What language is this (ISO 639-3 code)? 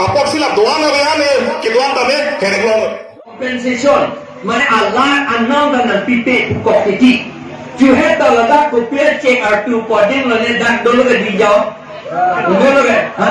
mjw